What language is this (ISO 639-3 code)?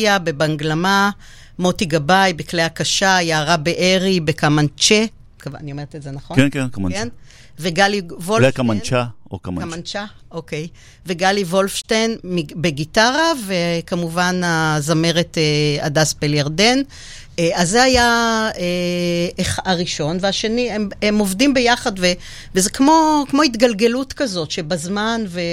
heb